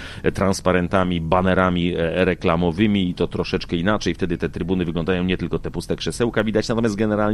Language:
Polish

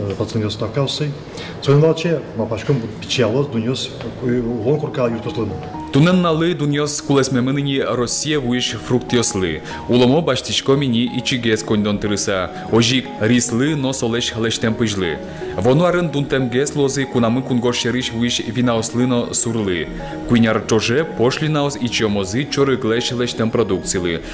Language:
Udmurt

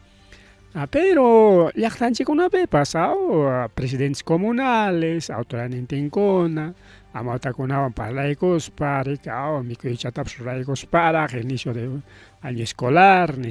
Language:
Ayacucho Quechua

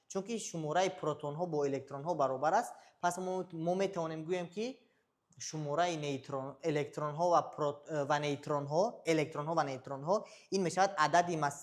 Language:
Tajik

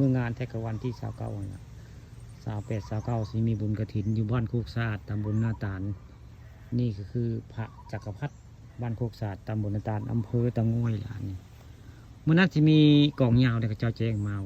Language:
Northeastern Thai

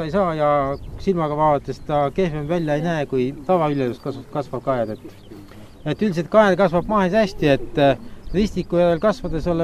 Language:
Estonian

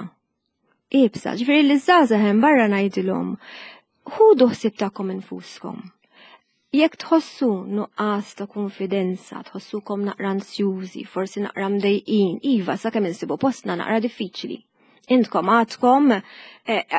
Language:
Maltese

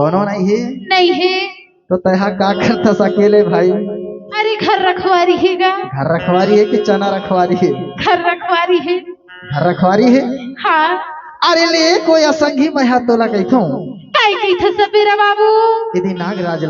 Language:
Chhattisgarhi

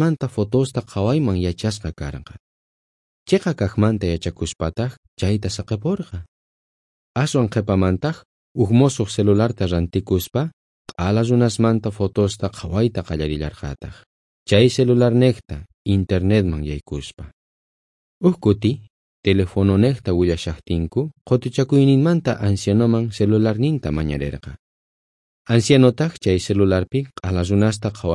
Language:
South Bolivian Quechua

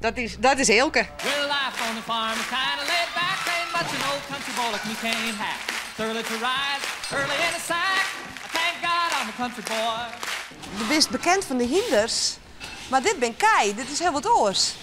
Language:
Western Frisian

